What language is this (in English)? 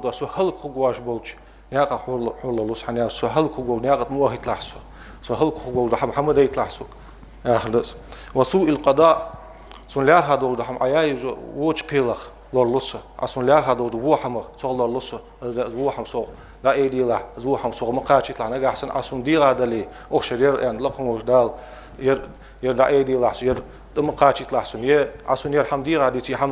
Ingush